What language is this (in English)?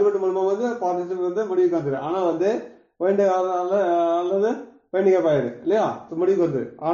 Tamil